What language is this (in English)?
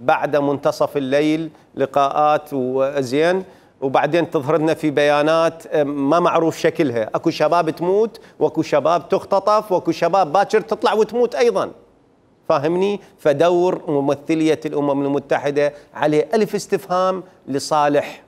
Mesopotamian Arabic